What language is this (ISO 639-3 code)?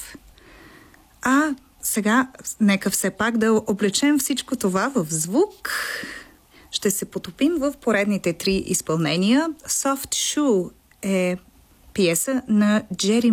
bul